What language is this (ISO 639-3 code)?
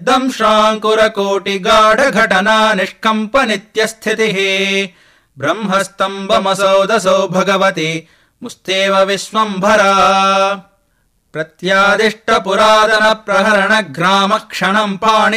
san